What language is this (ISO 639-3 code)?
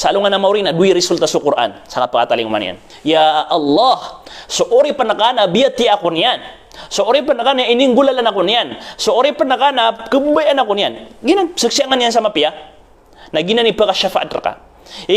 mrw